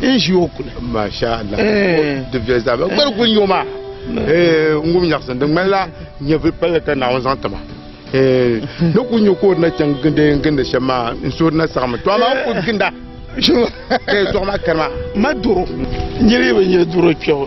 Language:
Dagbani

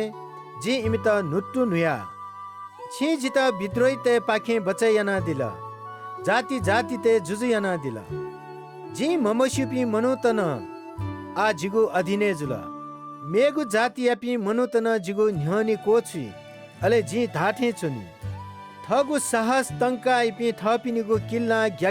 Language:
Newari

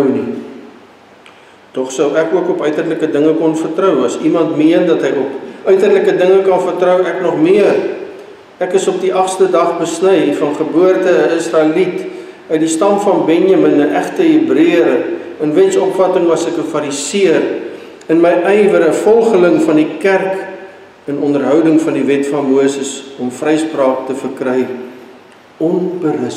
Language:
Afrikaans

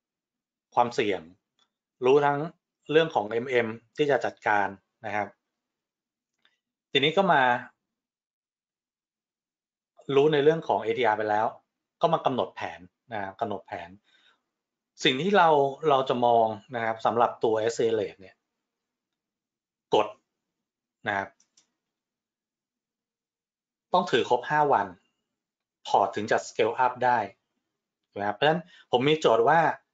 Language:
Thai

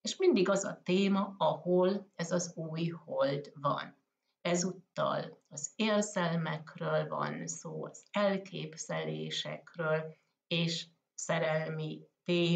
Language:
Hungarian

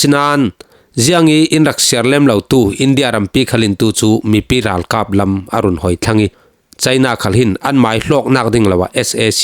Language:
Falam Chin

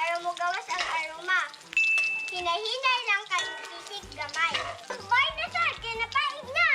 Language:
Cebuano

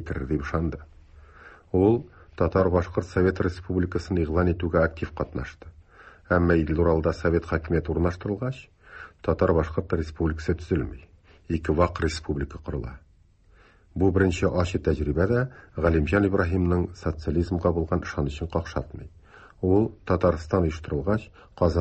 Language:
Tatar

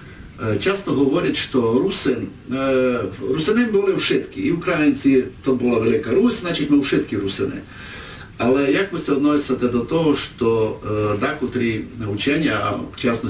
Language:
Rusyn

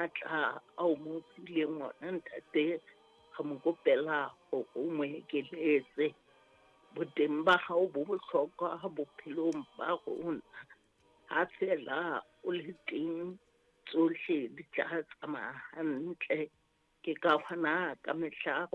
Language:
Southern Sotho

